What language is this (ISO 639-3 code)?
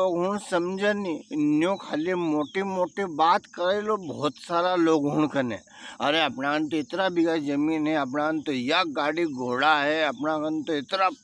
raj